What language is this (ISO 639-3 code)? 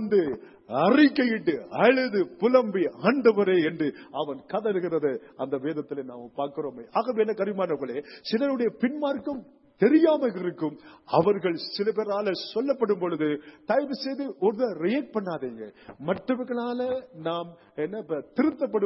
tam